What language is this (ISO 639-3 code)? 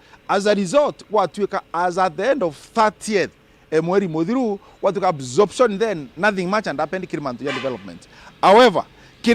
mer